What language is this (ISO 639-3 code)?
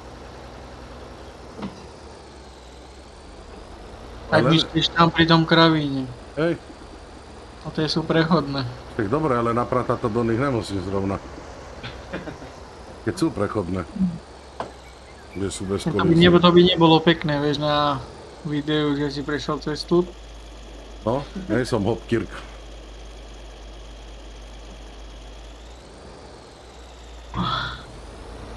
slk